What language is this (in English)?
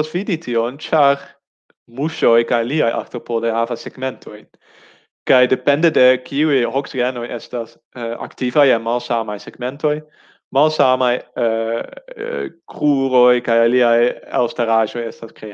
Esperanto